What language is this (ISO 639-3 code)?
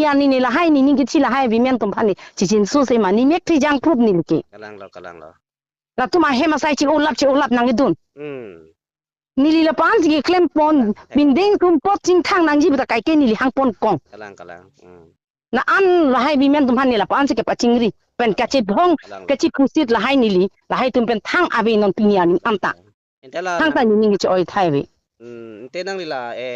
mjw